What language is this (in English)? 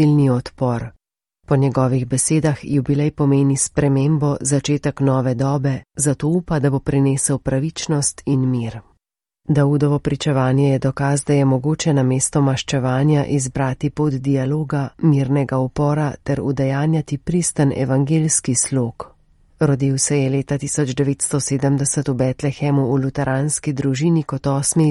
Slovenian